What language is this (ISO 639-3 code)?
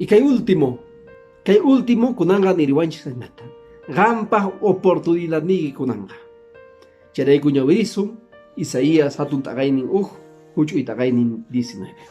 que